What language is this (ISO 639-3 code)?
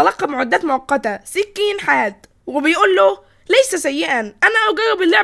arz